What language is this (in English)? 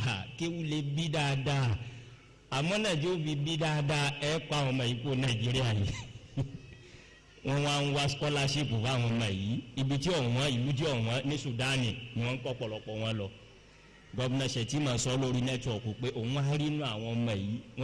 Yoruba